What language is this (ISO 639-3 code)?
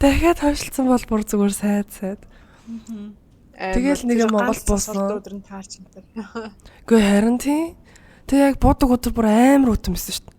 mon